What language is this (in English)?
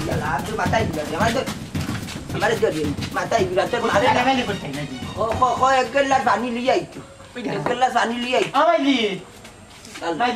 Sylheti